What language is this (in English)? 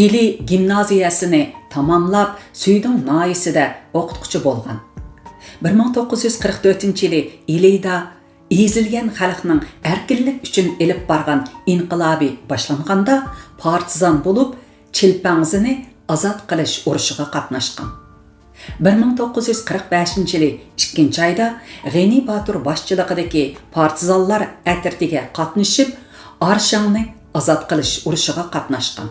Uyghur